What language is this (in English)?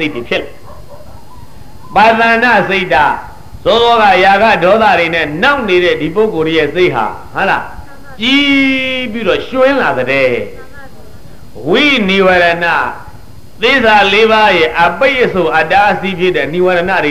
Burmese